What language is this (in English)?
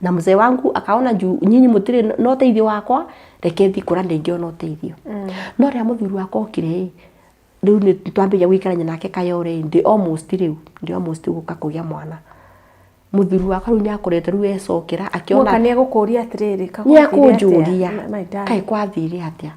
Kikuyu